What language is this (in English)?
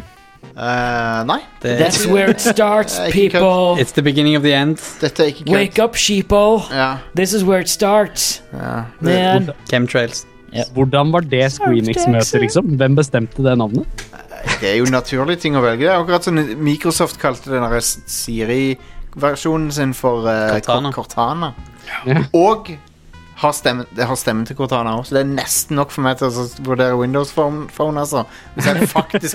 Norwegian